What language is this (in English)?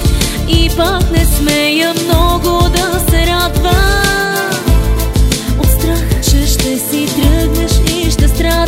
Bulgarian